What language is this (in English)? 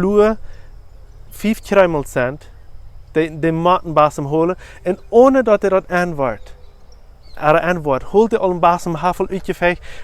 Plautdietsch